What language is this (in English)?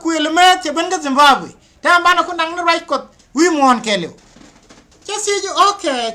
Nuer